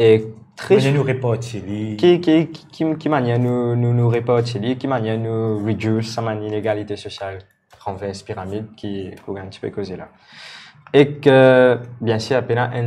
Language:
Morisyen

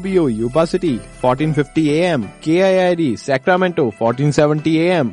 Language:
Punjabi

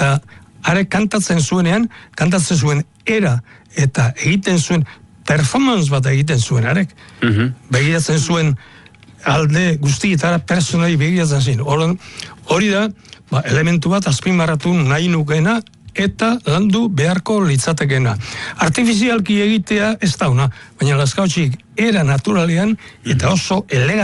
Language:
Basque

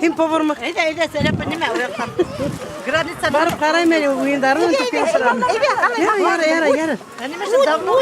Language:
Bashkir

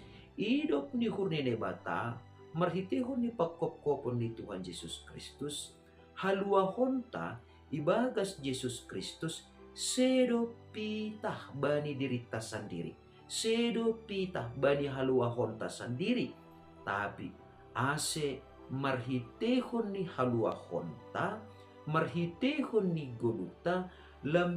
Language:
Batak Simalungun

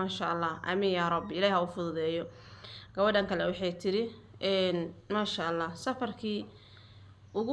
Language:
Somali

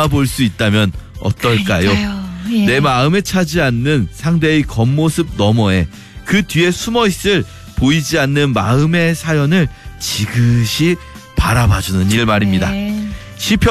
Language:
Korean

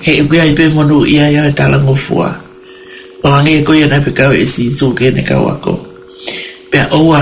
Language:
Tongan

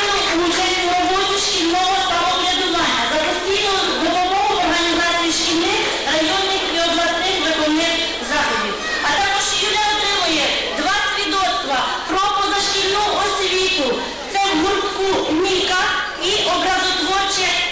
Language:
Ukrainian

